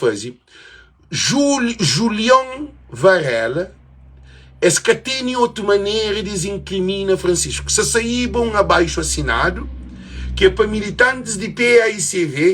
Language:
Kabuverdianu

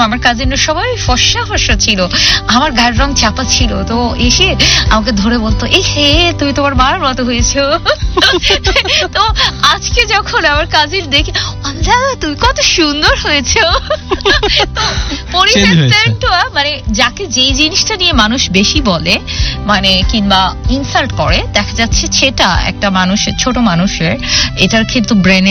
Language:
Bangla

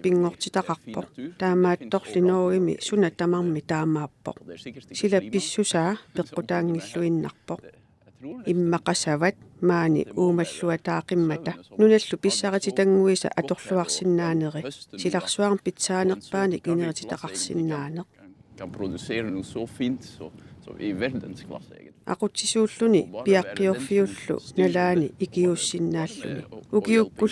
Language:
Kalaallisut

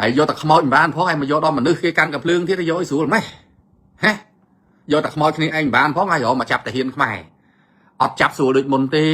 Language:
Khmer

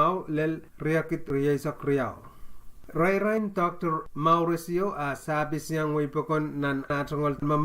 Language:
Pohnpeian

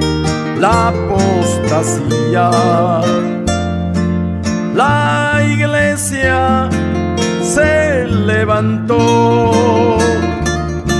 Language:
Spanish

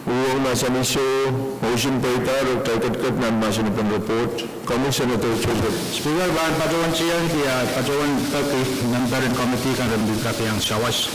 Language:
Pohnpeian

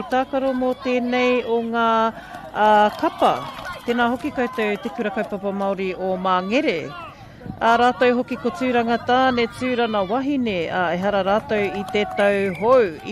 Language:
Māori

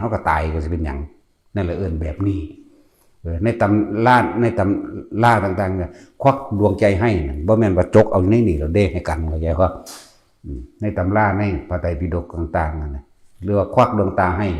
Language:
Northeastern Thai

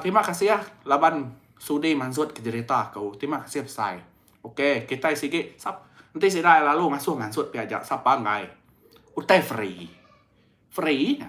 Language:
Iban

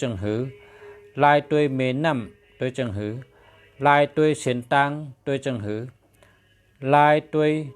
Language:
Shan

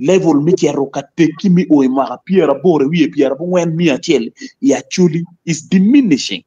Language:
Acoli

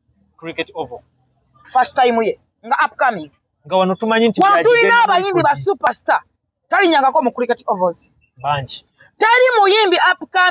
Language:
Ganda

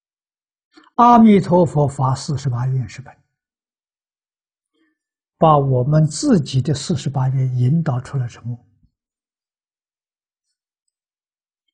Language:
Chinese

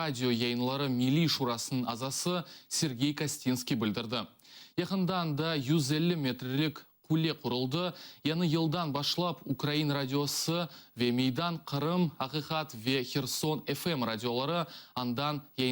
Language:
Crimean Tatar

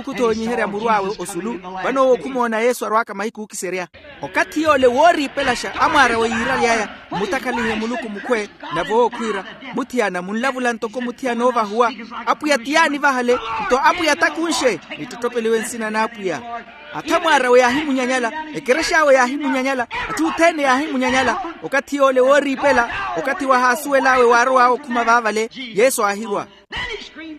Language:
Makhuwa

